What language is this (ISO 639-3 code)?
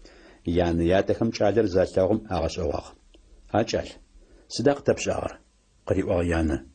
ady